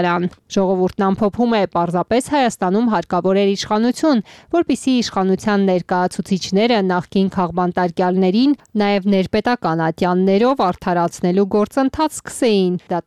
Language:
Armenian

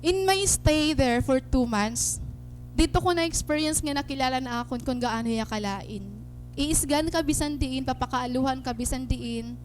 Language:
Waray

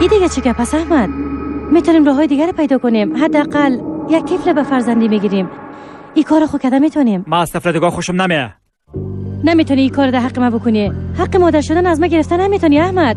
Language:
Persian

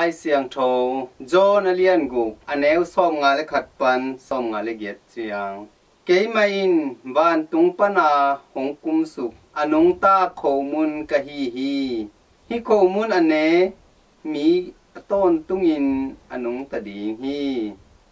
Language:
Tedim Chin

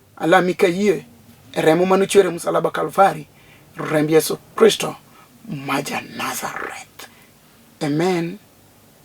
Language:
Luo (Kenya and Tanzania)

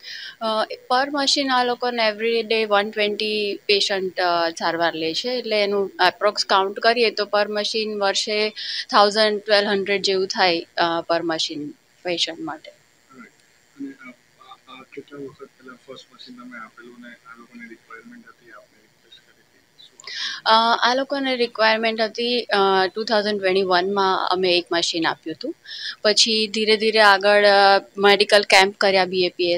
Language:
Gujarati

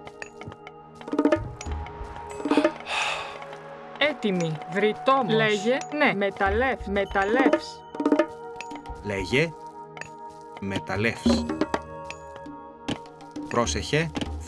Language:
Greek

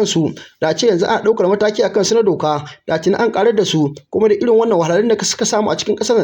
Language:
Hausa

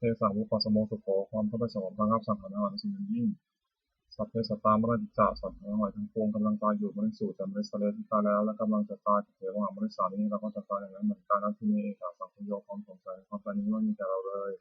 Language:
Pali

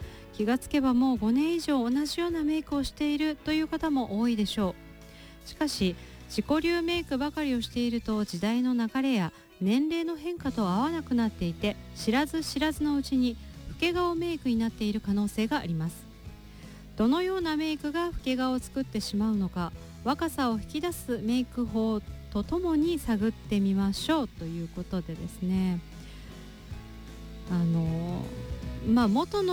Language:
Japanese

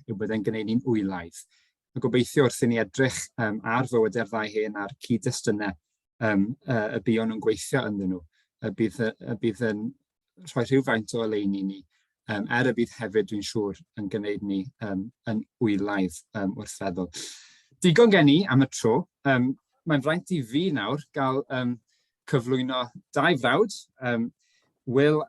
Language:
Welsh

